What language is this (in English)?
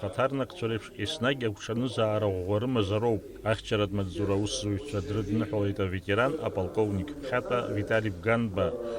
Abkhazian